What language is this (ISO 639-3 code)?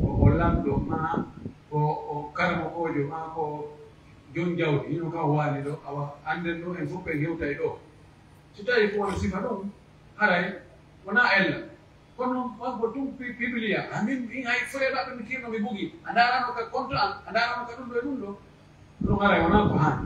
fuf